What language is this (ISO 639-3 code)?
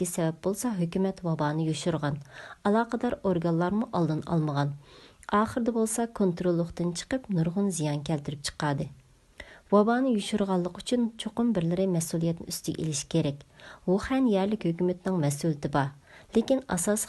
uig